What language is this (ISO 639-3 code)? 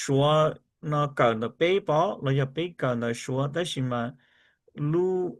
hmn